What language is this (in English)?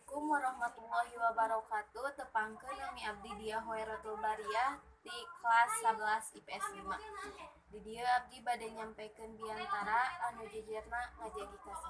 Sundanese